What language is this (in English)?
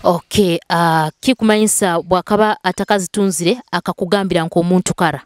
Nyoro